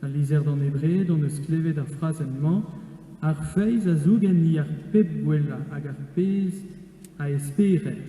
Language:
Breton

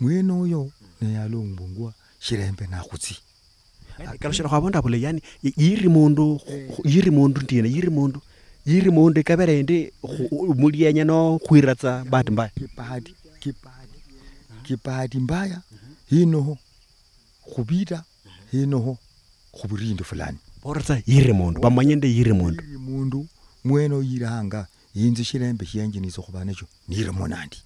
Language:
Luyia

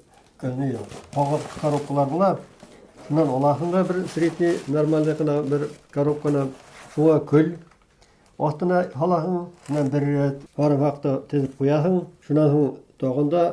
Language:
Bashkir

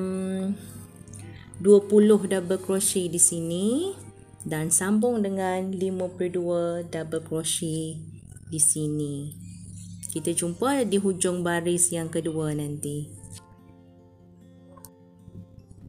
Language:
Malay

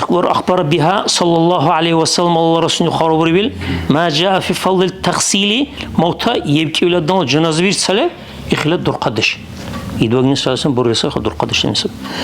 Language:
Dargwa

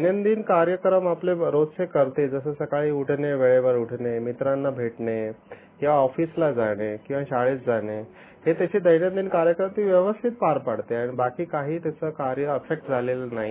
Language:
Marathi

